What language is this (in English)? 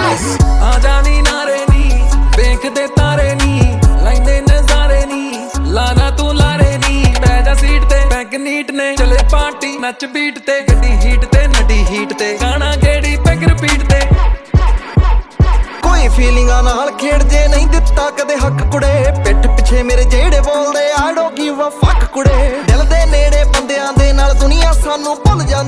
Punjabi